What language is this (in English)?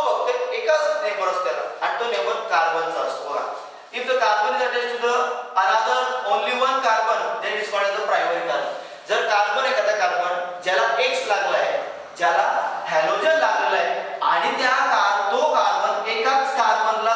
Marathi